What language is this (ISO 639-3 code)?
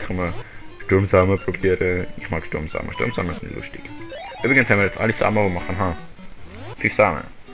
gsw